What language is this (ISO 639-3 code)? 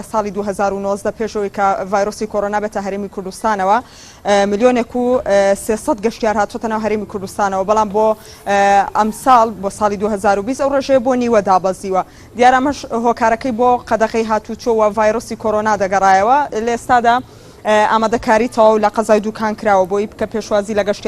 ckb